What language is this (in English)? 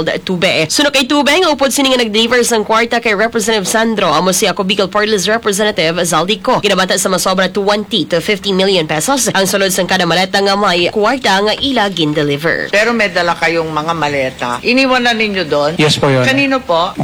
Hiligaynon